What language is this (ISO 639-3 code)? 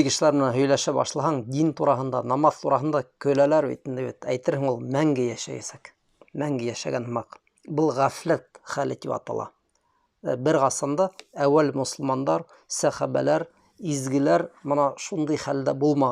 bak